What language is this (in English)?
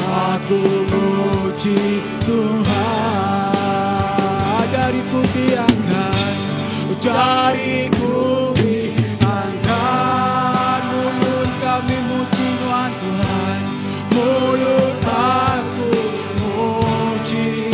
Iban